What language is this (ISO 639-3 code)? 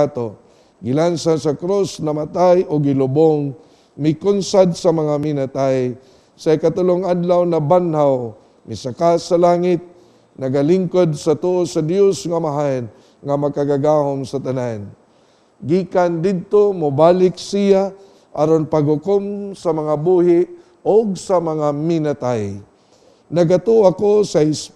ceb